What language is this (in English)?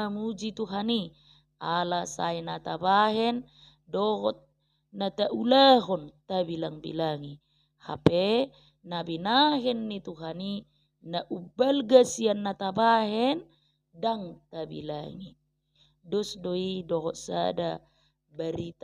Batak Toba